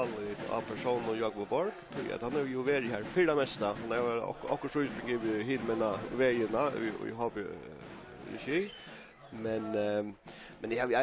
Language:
Faroese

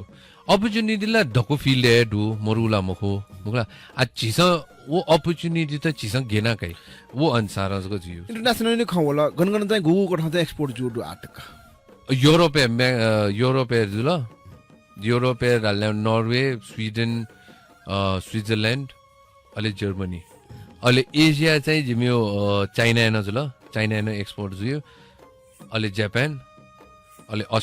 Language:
Newari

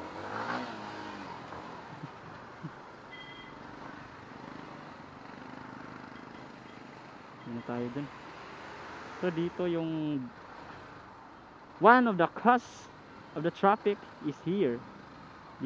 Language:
Filipino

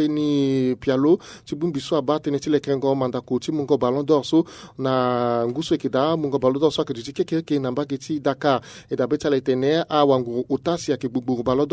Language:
Sango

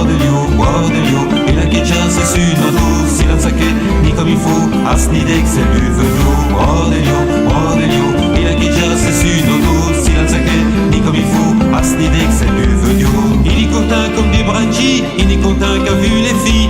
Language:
Picard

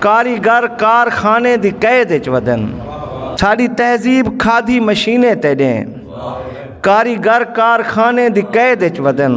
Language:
Saraiki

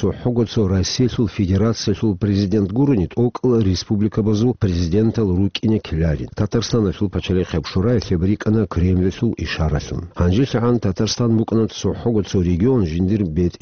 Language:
Avaric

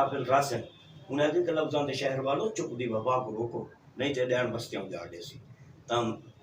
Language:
Saraiki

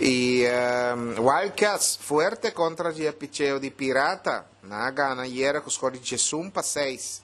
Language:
Papiamento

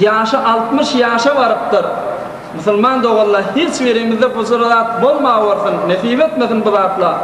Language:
Turkmen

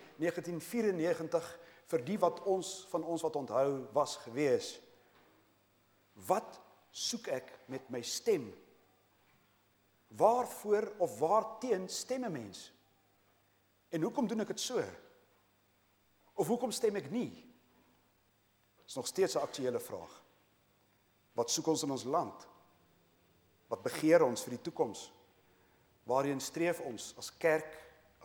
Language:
Afrikaans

